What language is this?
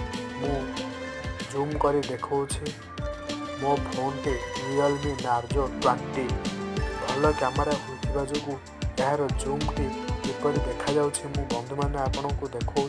Odia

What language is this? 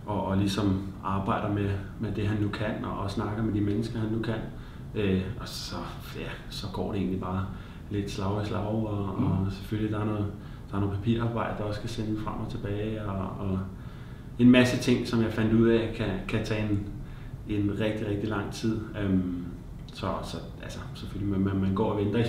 Danish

